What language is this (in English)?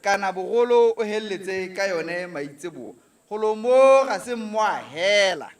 Tswana